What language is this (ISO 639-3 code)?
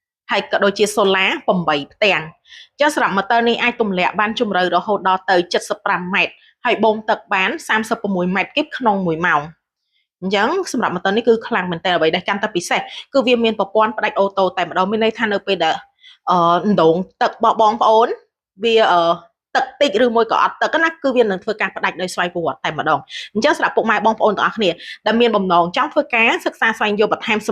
khm